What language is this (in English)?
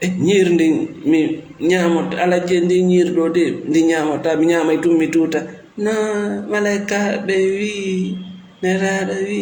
Fula